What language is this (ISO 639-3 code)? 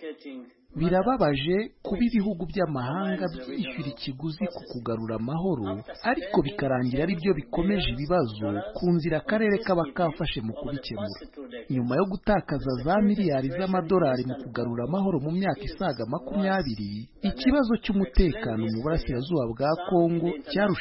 kin